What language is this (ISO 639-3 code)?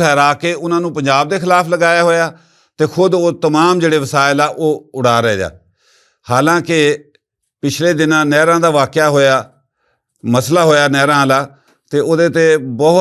lah